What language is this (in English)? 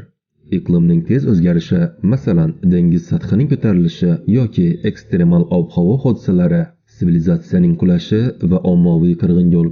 Uzbek